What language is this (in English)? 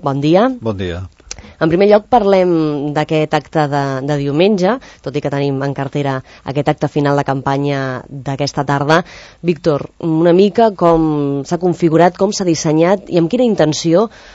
Catalan